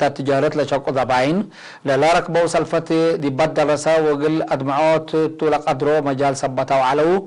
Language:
Tigre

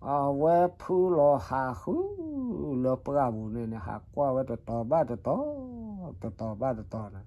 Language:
S'gaw Karen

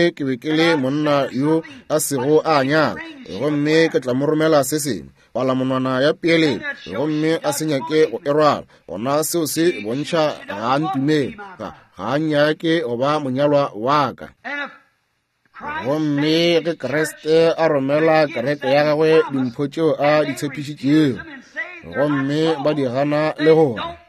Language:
Northern Sotho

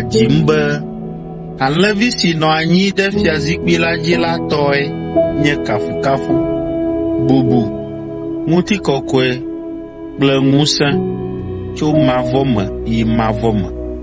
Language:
Ewe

